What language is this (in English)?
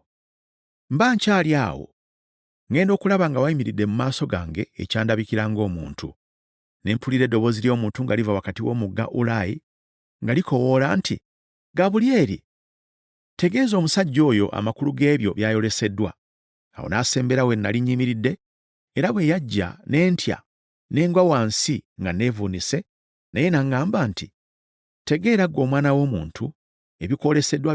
Ganda